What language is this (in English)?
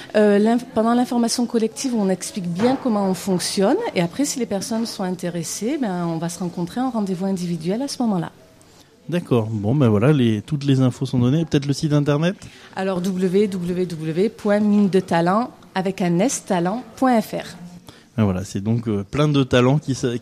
French